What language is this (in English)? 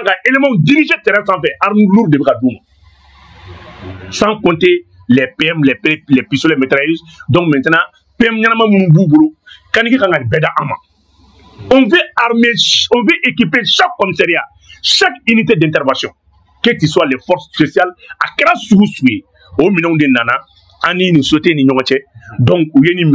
Bambara